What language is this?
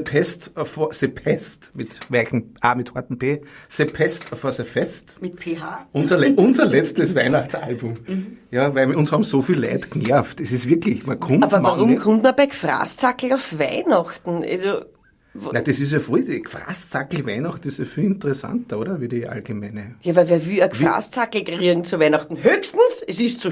Bavarian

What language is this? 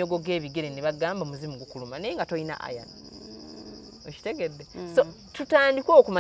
Ganda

